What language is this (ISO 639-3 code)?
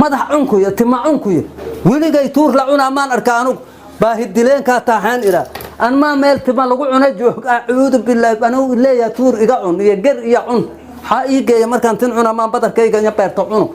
som